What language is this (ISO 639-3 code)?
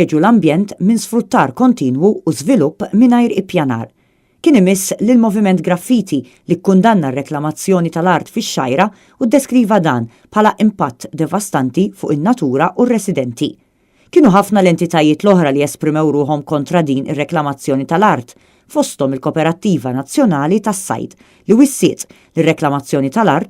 mlt